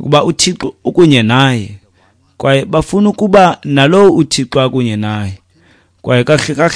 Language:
Xhosa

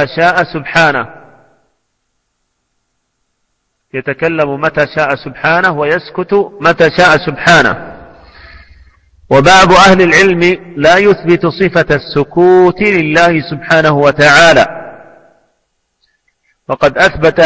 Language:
Arabic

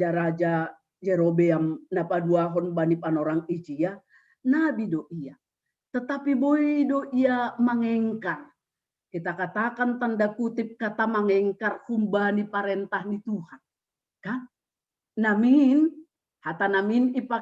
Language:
Batak Simalungun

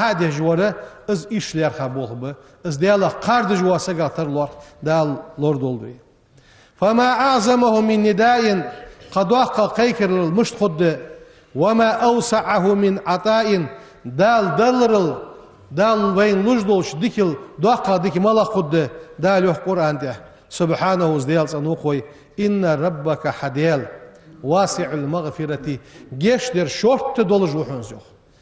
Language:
Ingush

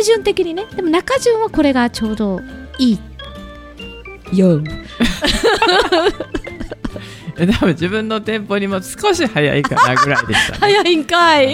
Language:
Japanese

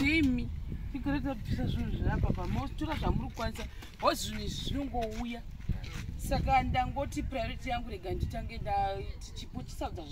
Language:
Shona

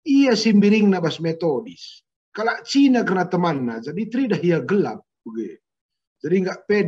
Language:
Batak Karo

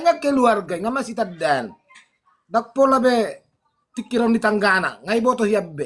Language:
Batak Toba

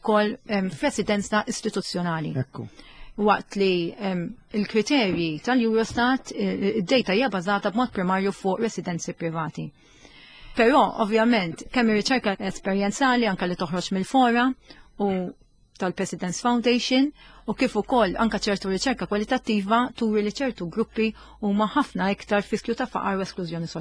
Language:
Maltese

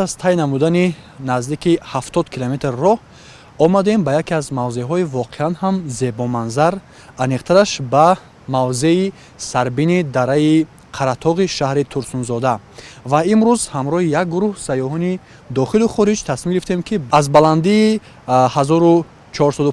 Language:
Tajik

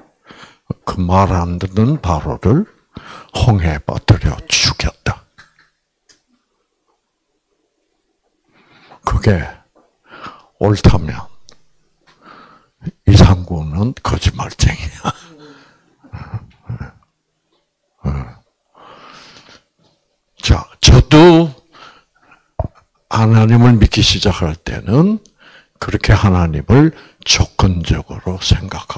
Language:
Korean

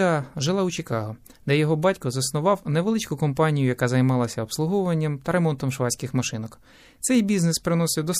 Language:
Ukrainian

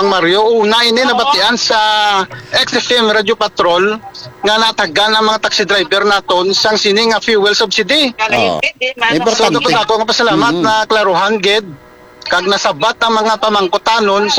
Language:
Hiligaynon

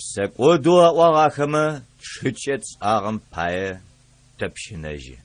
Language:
Adyghe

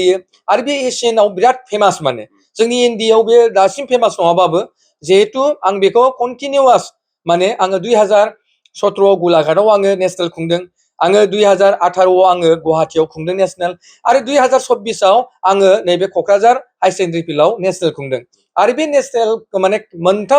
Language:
Bodo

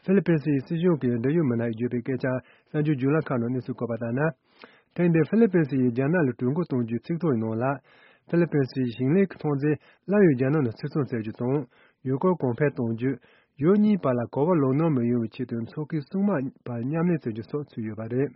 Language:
Tibetan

